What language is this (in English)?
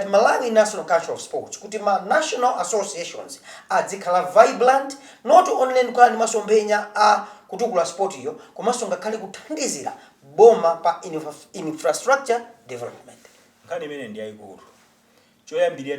Nyanja